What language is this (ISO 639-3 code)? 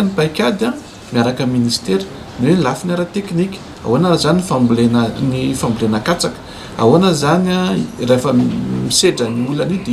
mlg